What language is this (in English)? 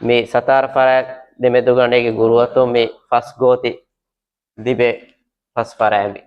Divehi